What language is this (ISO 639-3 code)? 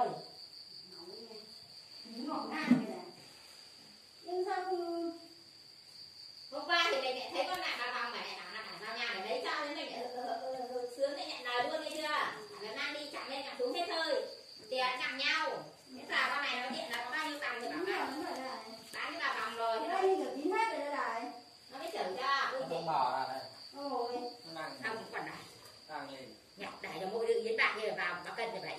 vie